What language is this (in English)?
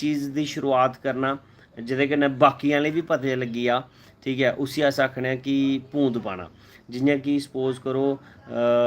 Dogri